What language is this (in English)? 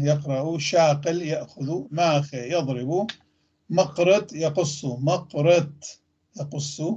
North Levantine Arabic